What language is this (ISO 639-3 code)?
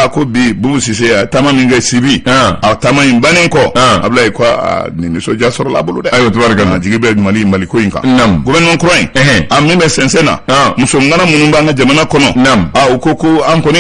bam